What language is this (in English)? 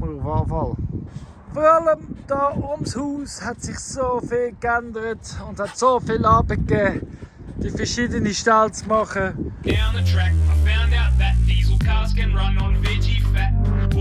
Swiss German